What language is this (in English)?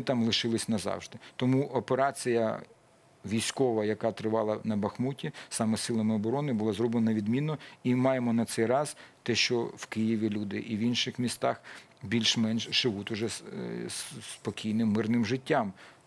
Ukrainian